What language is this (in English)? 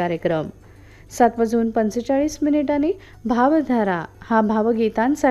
Marathi